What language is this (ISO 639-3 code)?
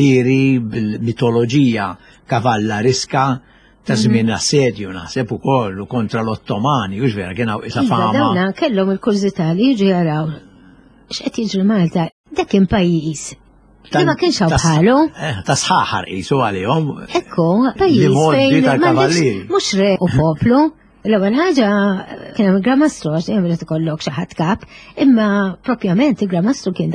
mlt